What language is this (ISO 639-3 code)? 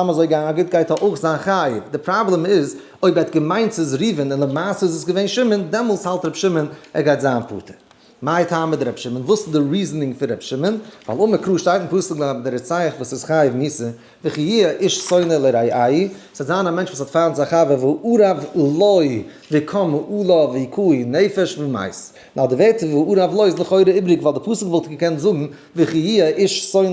yid